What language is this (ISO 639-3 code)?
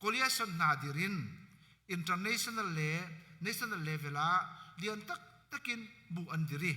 cnh